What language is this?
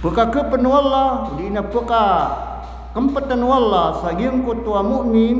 Maranao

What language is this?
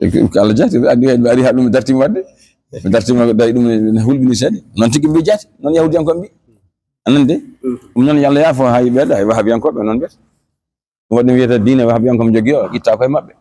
Fula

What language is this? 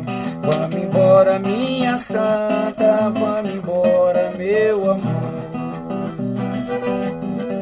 Portuguese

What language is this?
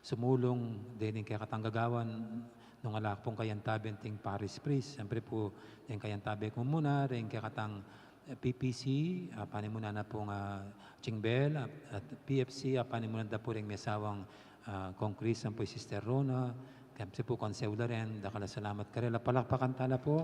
Pampanga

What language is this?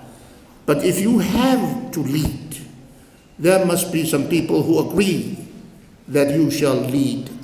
Samoan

